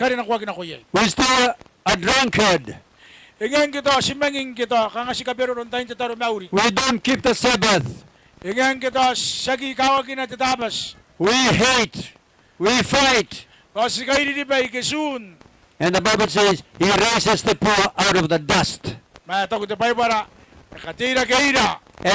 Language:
Gilbertese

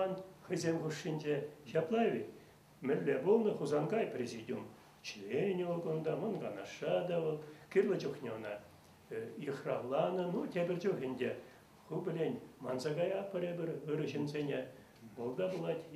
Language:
Chuvash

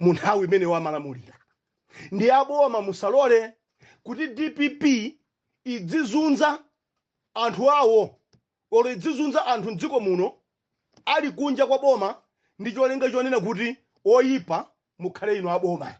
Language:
Nyanja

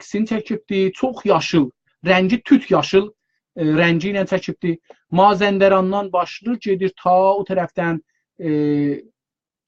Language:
South Azerbaijani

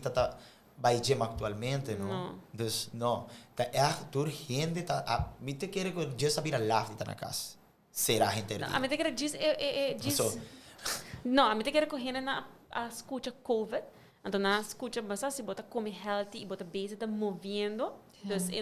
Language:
Papiamento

